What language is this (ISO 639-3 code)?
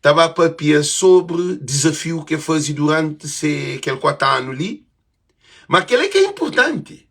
kea